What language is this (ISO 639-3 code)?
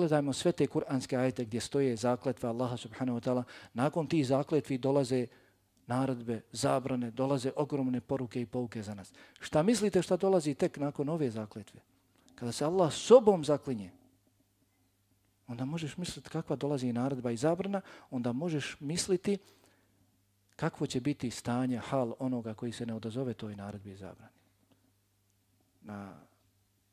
bos